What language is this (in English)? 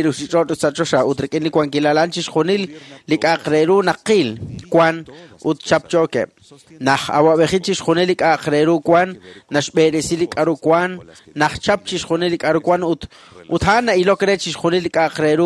Kekchí